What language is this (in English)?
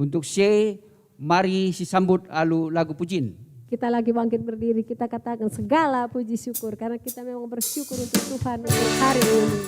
Batak Karo